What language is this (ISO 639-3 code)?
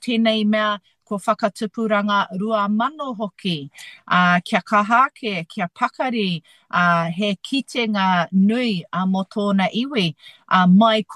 mri